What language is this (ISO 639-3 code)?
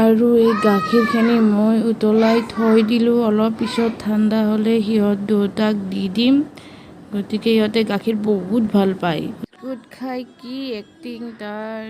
asm